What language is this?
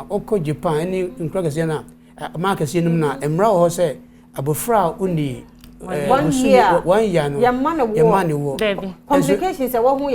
Akan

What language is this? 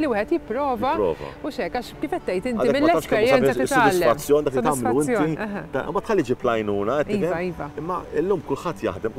Maltese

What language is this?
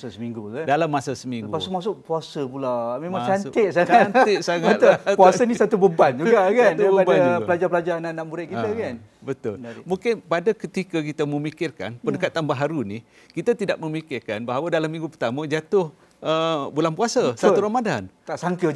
Malay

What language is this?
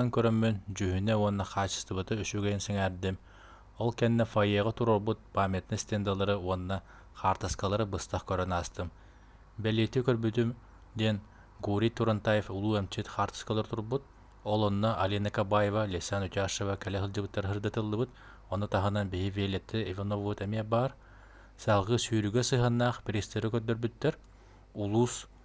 Yakut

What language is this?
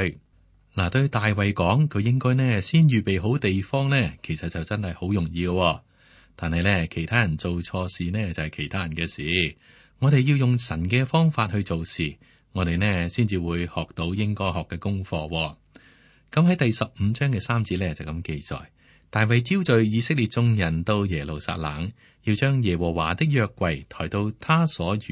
Cantonese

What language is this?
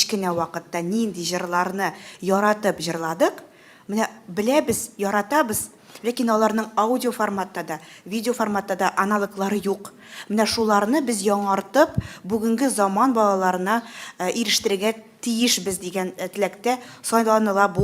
Tatar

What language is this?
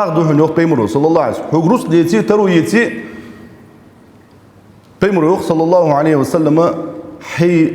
Ingush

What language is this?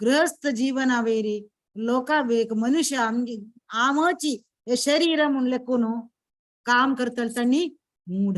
Konkani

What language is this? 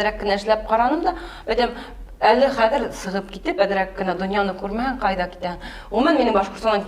Bashkir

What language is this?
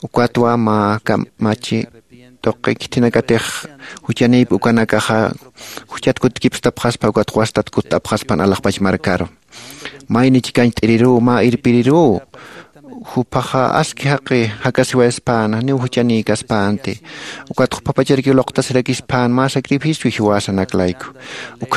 Aymara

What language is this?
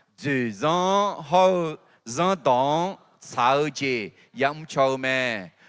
Akha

